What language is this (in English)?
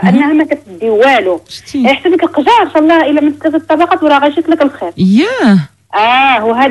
Moroccan Arabic